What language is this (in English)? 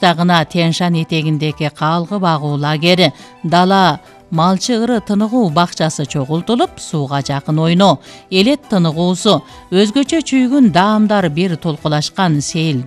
Kyrgyz